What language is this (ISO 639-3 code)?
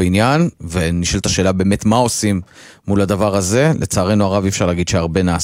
heb